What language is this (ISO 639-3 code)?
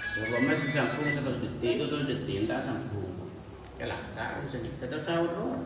mad